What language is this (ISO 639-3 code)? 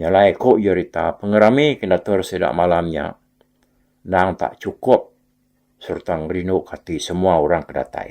iba